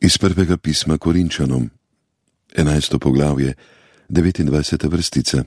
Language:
Slovenian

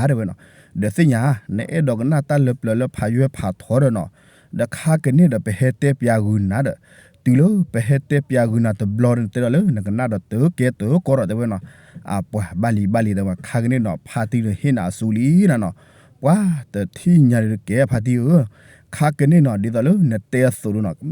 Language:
S'gaw Karen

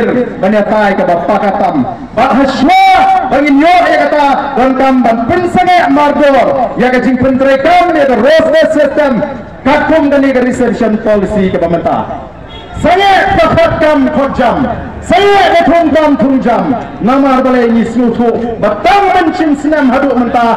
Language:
Khasi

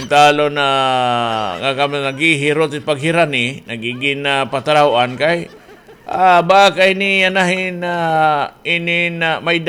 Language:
Waray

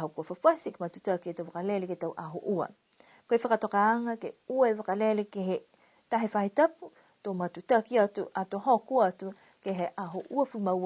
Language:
Niuean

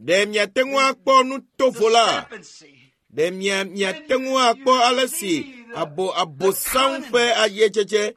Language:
Ewe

